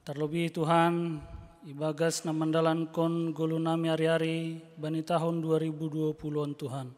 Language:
Batak Simalungun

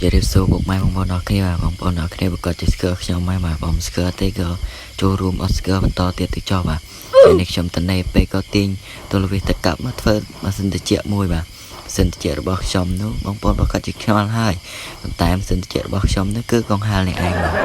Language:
Khmer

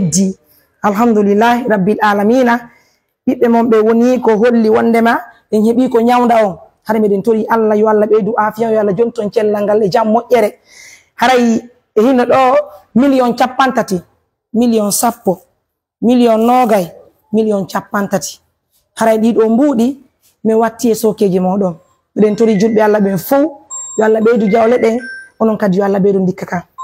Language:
Pular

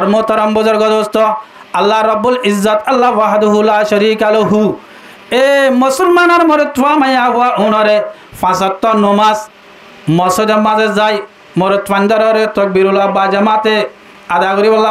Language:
Rohingya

